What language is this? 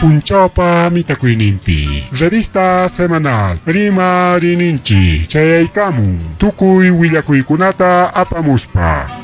Ayacucho Quechua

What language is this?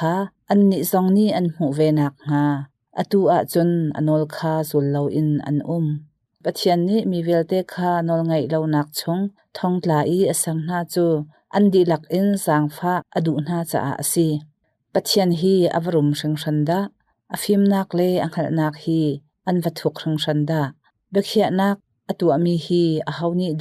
Hakha Chin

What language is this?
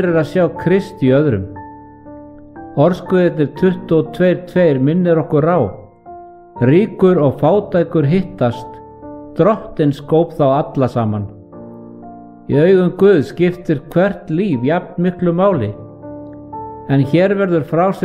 Icelandic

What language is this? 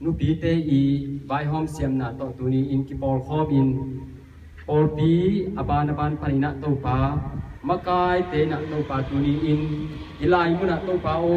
Tedim Chin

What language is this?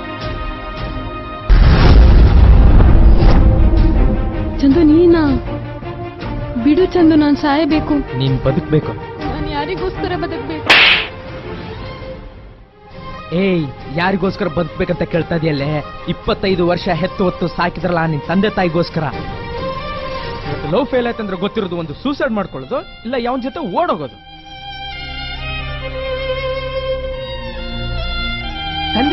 Kannada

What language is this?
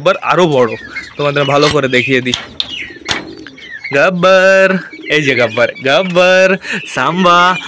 Bangla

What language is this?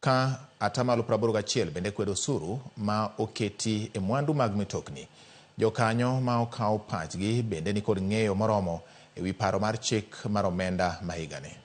Luo (Kenya and Tanzania)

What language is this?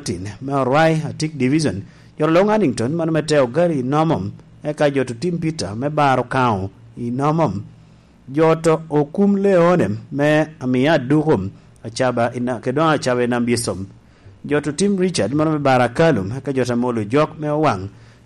Lango (Uganda)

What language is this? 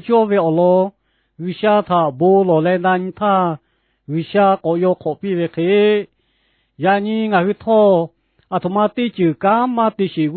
Lahu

